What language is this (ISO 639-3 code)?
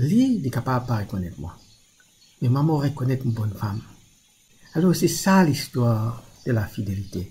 mfe